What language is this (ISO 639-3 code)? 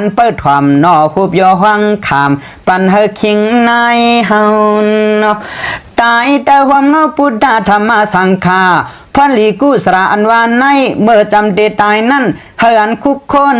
shn